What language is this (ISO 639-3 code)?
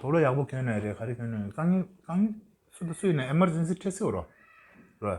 bod